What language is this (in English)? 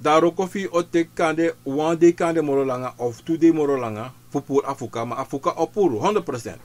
Sranan Tongo